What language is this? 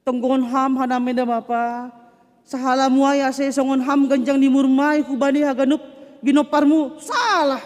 Batak Simalungun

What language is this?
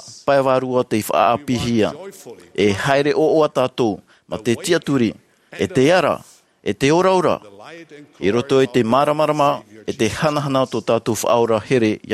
Tahitian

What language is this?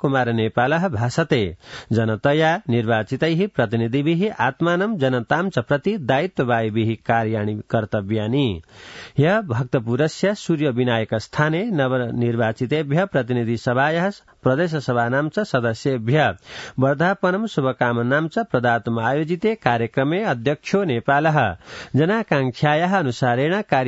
Sanskrit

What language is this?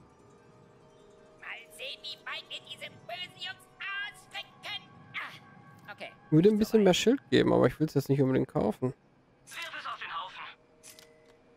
German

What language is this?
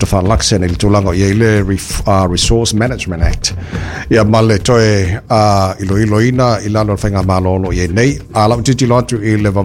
Samoan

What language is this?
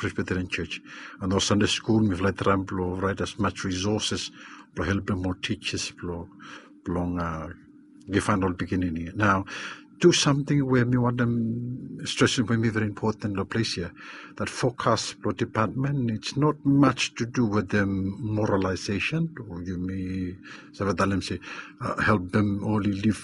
Bislama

